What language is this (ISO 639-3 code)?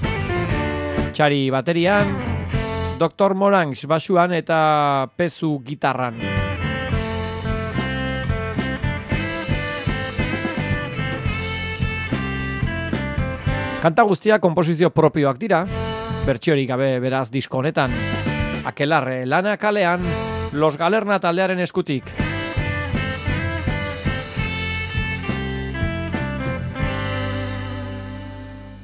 eus